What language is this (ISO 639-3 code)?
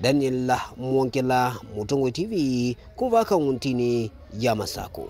kam